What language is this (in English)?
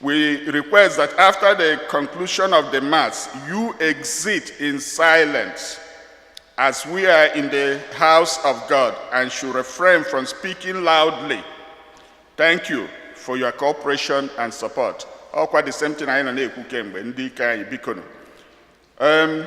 Igbo